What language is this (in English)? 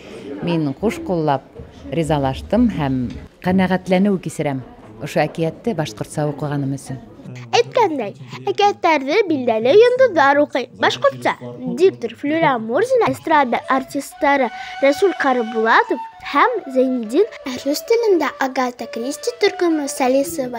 Bashkir